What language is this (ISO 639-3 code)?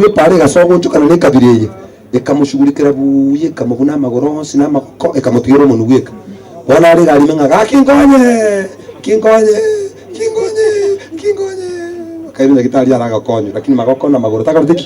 guz